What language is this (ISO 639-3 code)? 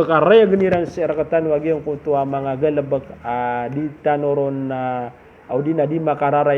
mrw